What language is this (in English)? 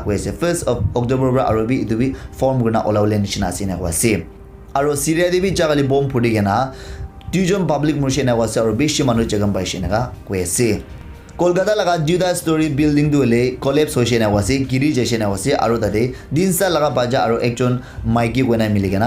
Naga Pidgin